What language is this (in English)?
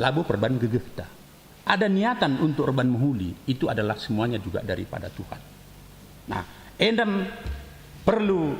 Batak Karo